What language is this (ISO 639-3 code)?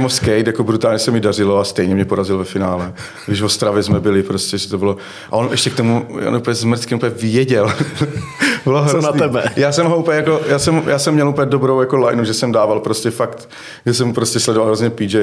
ces